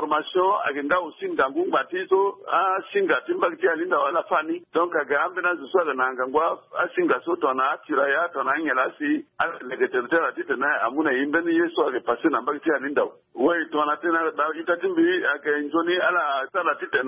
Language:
Sango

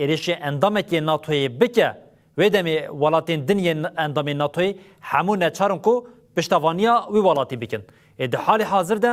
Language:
Kurdish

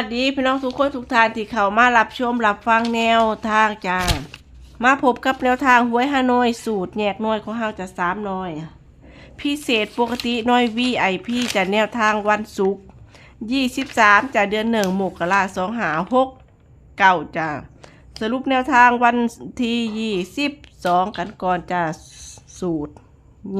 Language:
Northeastern Thai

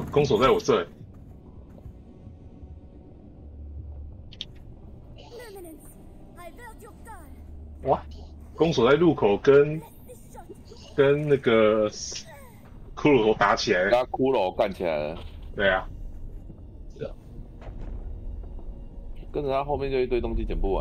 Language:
Chinese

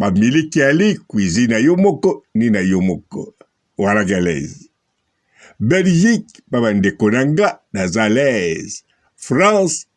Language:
Lingala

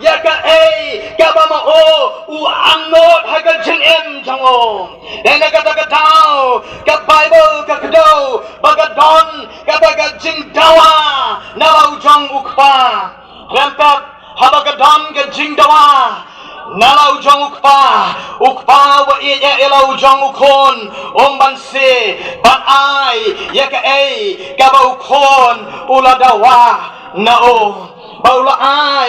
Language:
Khasi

